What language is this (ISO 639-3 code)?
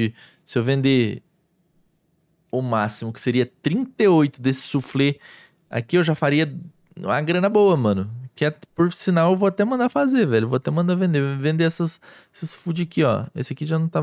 por